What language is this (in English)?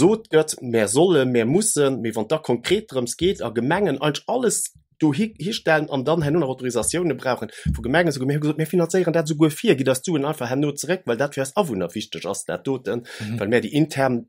Luxembourgish